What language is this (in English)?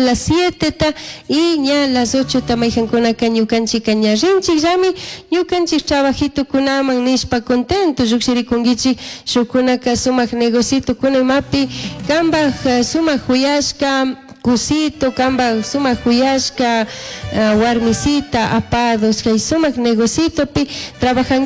Chimborazo Highland Quichua